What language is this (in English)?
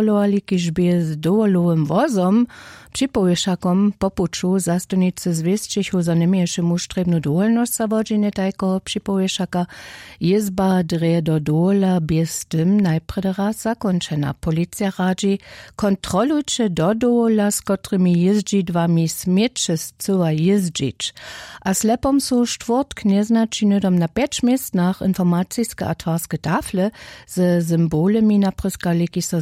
Upper Sorbian